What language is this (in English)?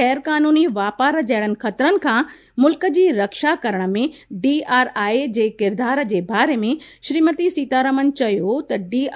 Sindhi